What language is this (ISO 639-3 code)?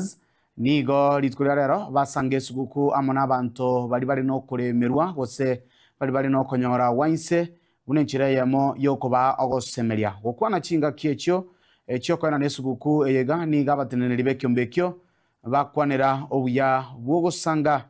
guz